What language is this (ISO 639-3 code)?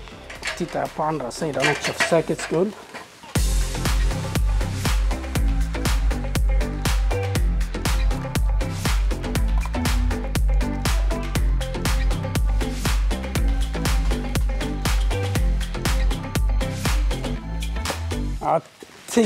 swe